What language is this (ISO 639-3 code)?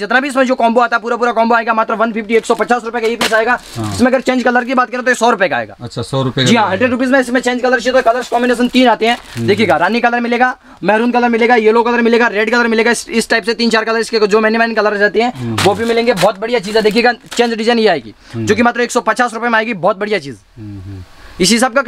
hin